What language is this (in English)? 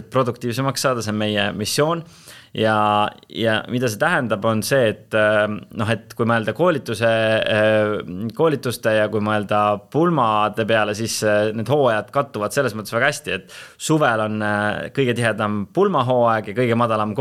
Estonian